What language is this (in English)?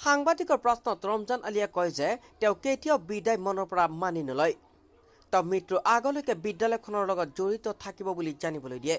Assamese